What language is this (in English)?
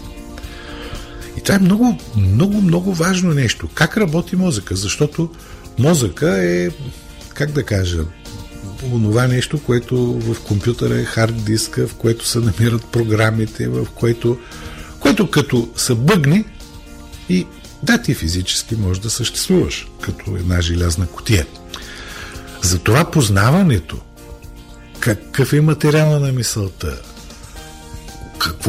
Bulgarian